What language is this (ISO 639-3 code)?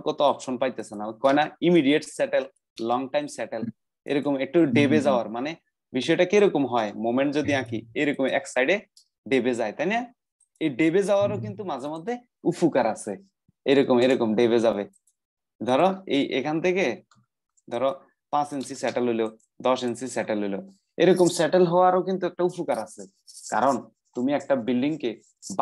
ben